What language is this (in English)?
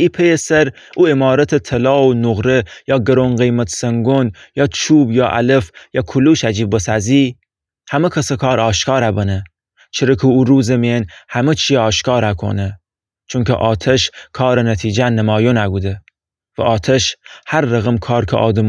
Gilaki